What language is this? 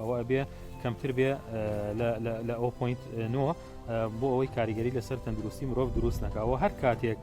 Central Kurdish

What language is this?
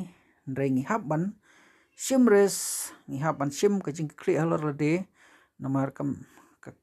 Khasi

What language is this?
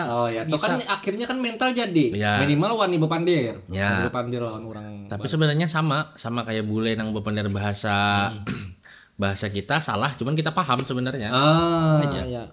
Banjar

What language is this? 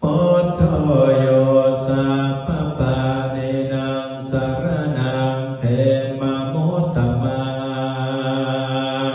Pali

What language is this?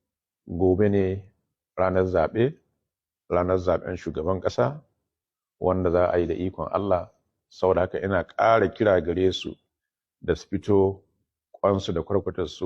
Hausa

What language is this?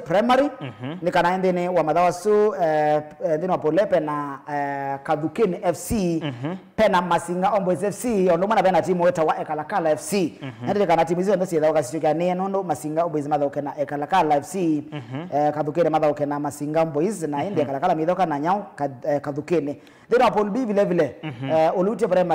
Kamba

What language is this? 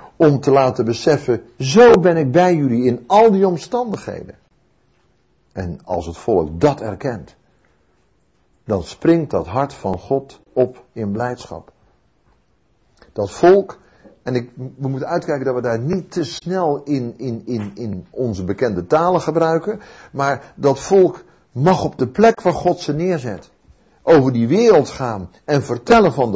Dutch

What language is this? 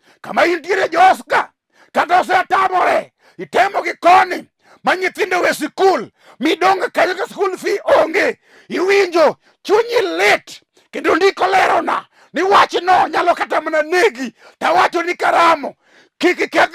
Luo (Kenya and Tanzania)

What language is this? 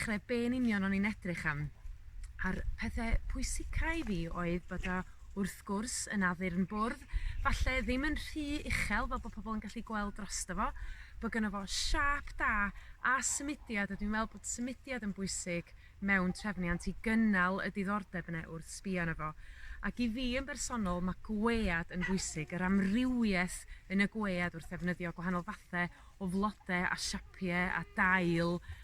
Welsh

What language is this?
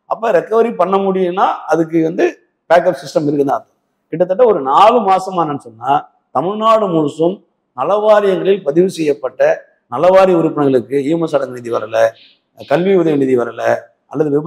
Tamil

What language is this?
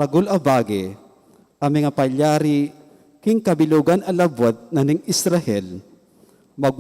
Pampanga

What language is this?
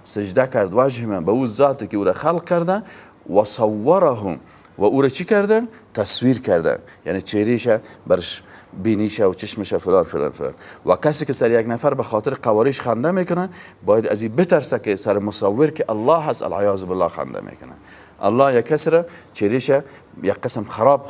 Persian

